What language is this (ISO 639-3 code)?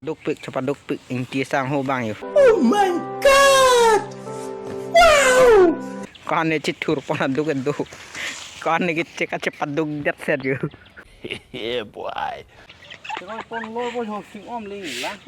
mjw